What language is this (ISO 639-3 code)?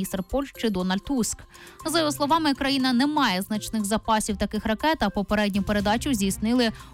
ukr